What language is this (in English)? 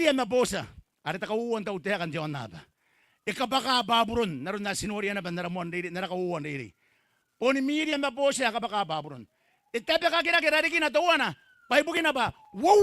Gilbertese